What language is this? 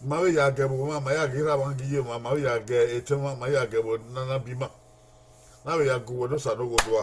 Bini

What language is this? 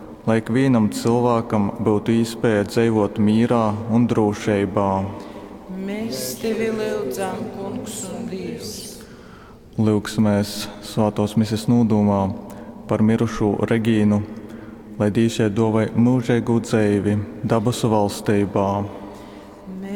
Latgalian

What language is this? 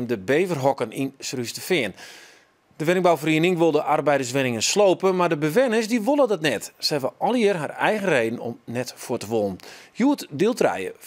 Western Frisian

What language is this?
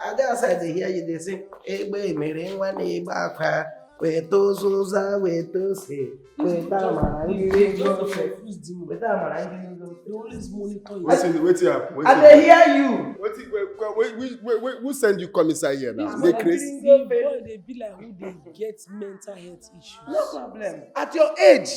Nigerian Pidgin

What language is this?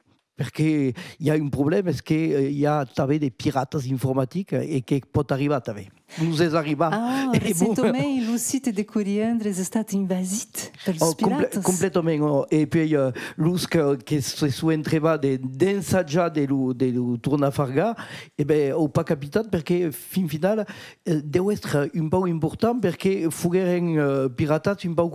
Occitan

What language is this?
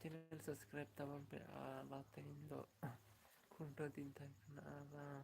Santali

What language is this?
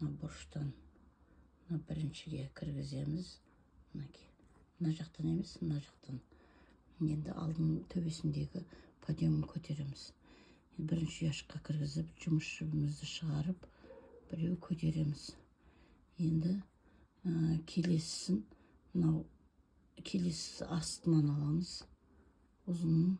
Kazakh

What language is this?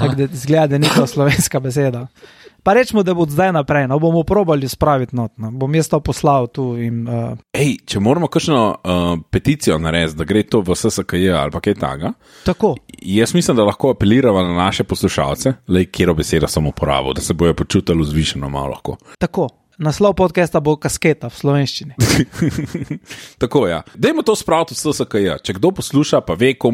Slovenian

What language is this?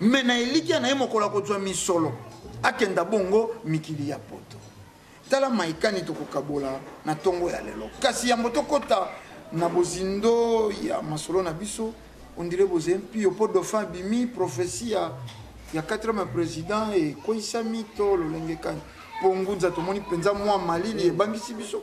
Lingala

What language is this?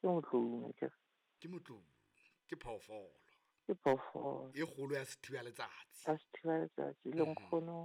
Southern Sotho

